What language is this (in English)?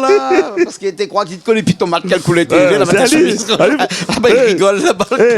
Réunion Creole French